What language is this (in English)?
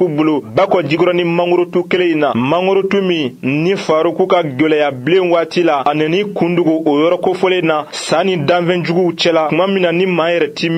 Bambara